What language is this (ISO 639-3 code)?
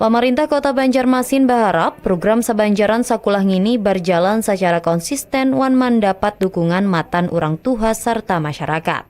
bjn